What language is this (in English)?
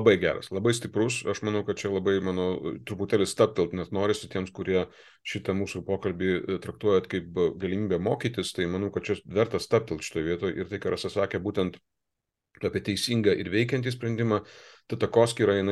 Lithuanian